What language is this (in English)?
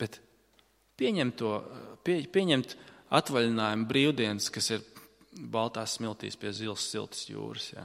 Latvian